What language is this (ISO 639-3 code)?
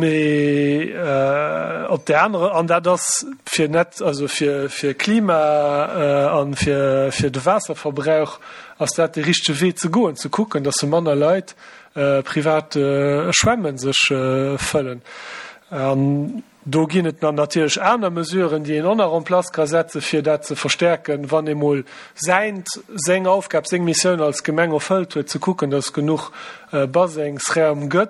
ltz